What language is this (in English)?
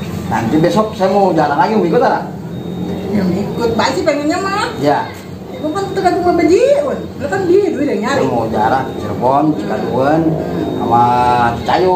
Betawi